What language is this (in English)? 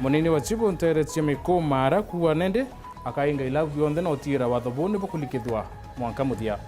Meru